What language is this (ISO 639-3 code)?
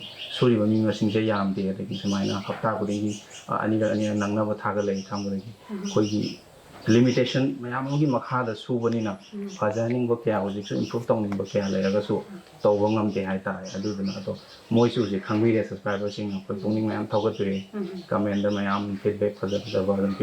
mni